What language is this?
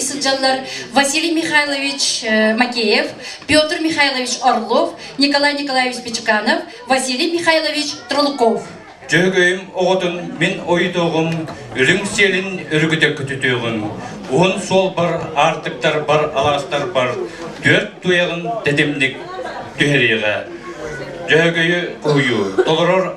Yakut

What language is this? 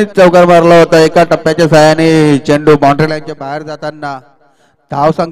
Marathi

